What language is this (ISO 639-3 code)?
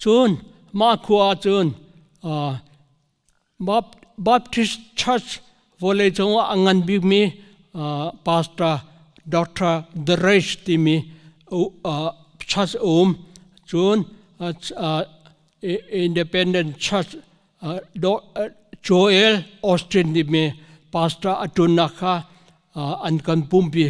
cnh